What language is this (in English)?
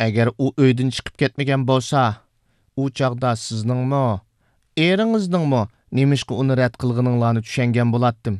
Uyghur